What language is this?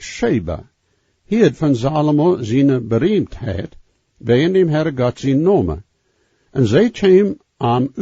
Plautdietsch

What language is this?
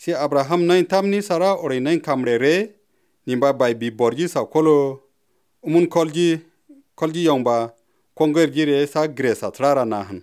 Tigrinya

